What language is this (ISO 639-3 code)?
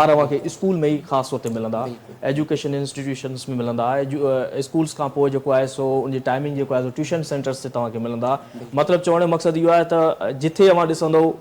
snd